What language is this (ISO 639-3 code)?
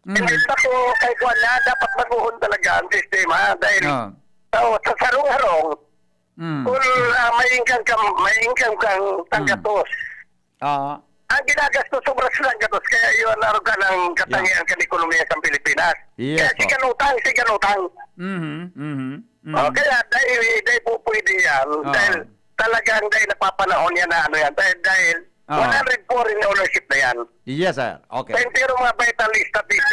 bik